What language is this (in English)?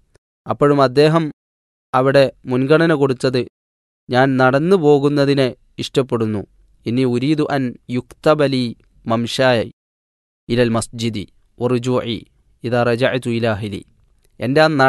Malayalam